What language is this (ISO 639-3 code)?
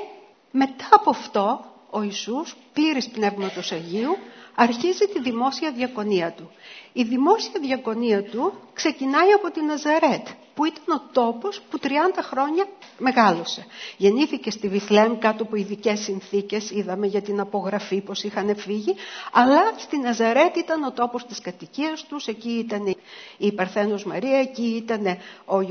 ell